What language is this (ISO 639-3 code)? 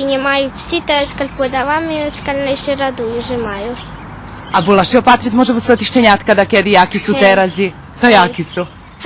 rue